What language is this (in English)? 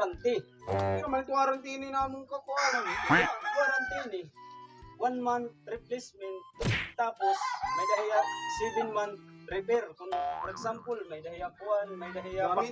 Waray